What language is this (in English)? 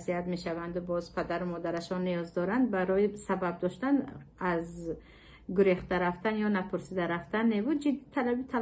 Tajik